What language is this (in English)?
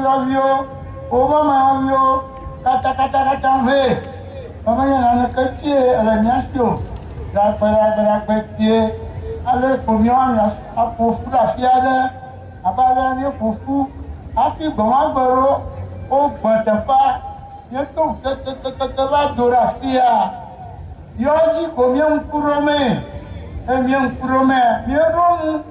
Ewe